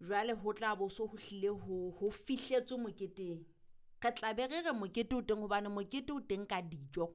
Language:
Southern Sotho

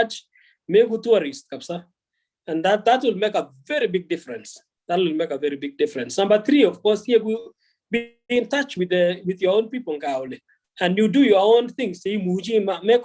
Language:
Kalenjin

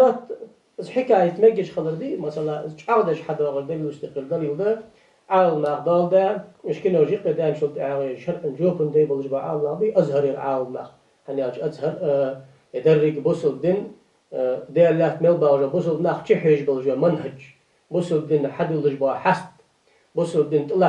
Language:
Ingush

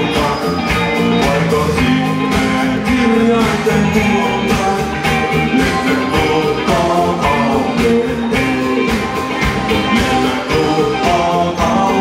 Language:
Finnish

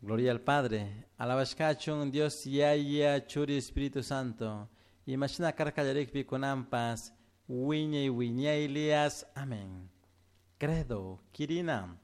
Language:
Chimborazo Highland Quichua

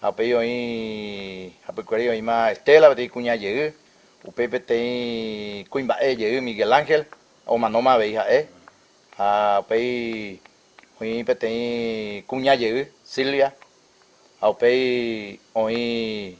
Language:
Guarani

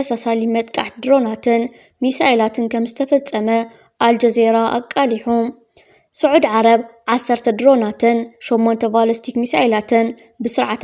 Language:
Tigrinya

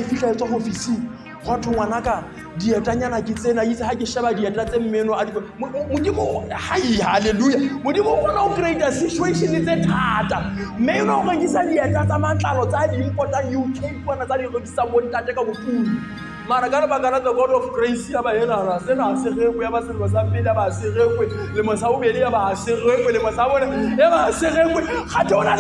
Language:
Southern Sotho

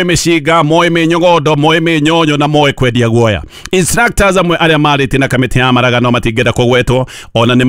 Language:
Kikuyu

